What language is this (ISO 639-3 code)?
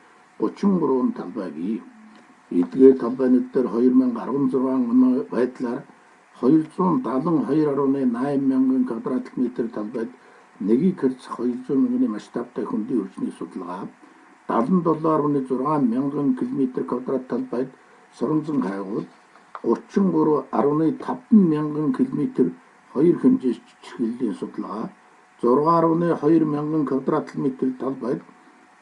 mon